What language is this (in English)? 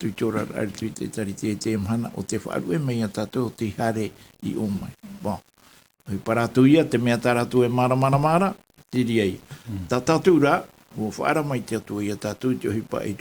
Tahitian